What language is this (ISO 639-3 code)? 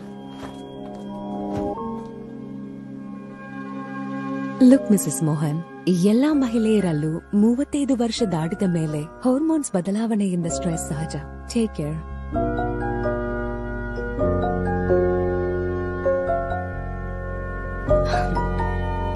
kan